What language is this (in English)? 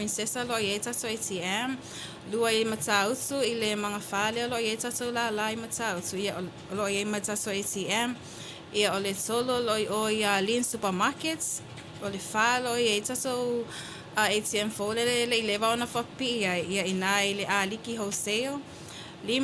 Samoan